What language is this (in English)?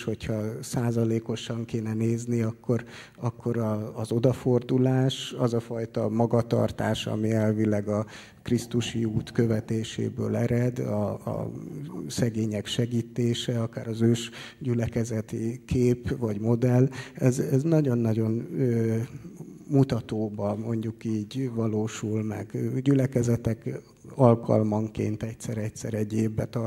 Hungarian